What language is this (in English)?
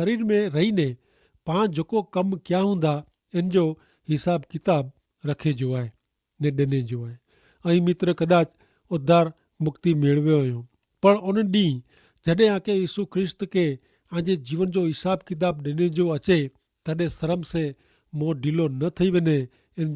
Kachhi